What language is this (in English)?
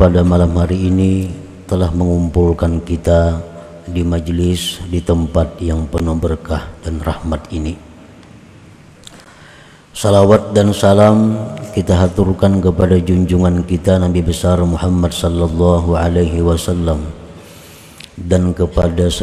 Indonesian